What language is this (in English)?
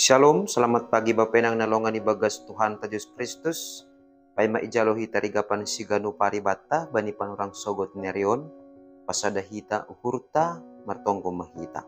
Batak Simalungun